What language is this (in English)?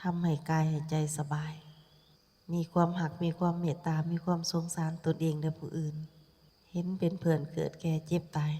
Lao